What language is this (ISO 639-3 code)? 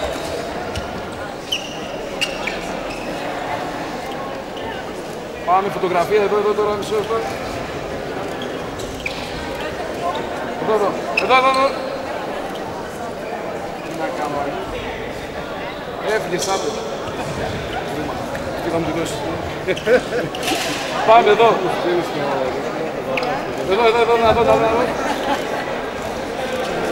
ell